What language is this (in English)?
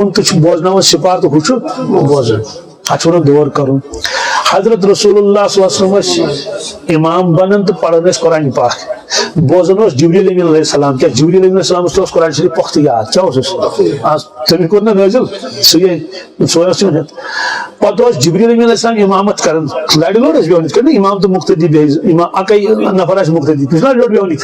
Kashmiri